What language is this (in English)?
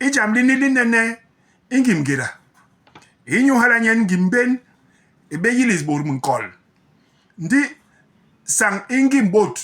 Basaa